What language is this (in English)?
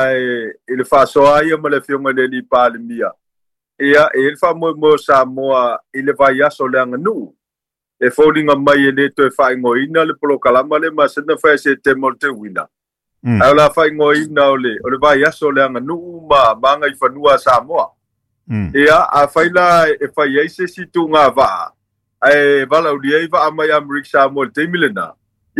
Samoan